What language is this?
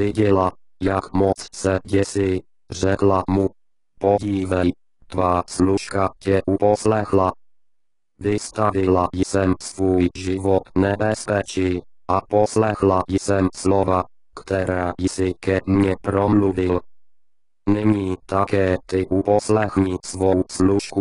Czech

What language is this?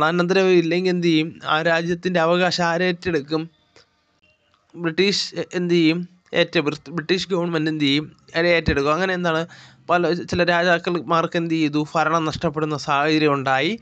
Malayalam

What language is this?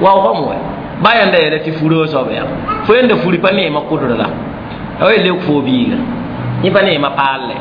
Mossi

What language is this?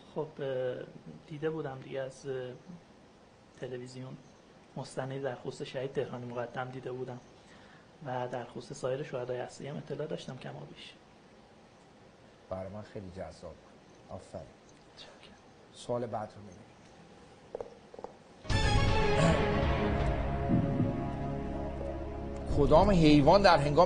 Persian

